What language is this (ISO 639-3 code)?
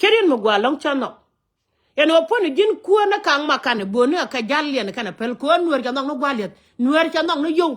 nus